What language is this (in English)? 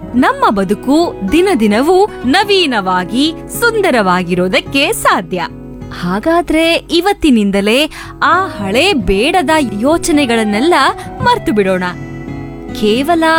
Kannada